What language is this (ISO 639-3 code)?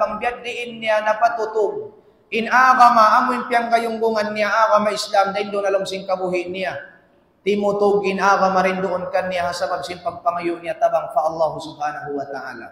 tsg